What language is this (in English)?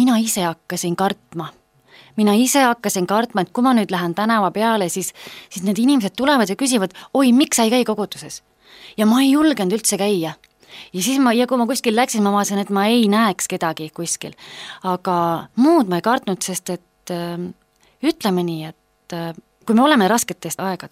Estonian